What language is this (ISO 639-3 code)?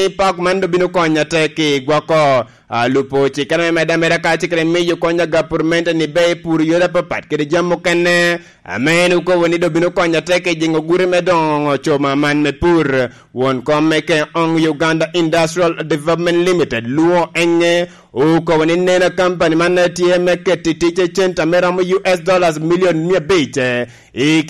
laj